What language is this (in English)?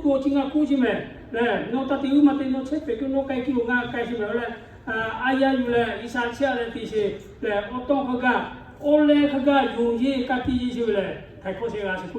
Lahu